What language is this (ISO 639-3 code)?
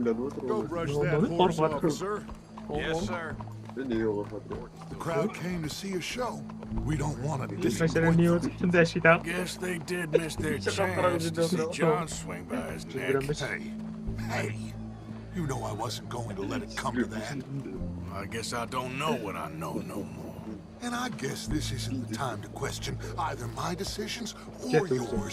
kaa